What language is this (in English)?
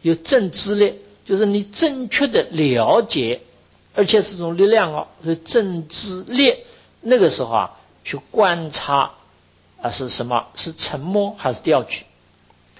Chinese